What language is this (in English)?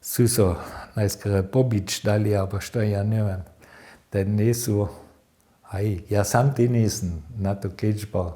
Upper Sorbian